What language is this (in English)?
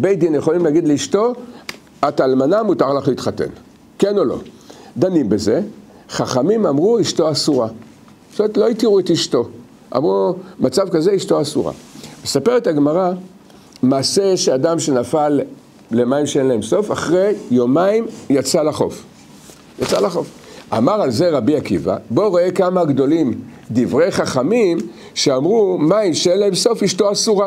Hebrew